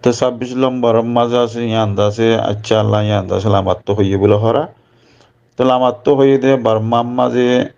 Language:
Rohingya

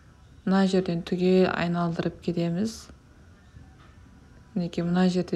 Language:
Kazakh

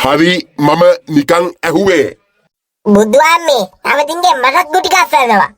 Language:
Sinhala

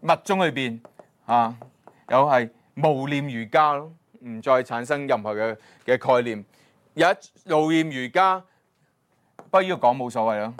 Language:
Cantonese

